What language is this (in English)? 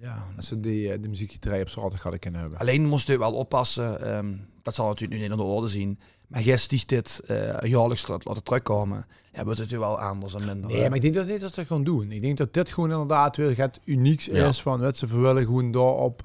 Limburgish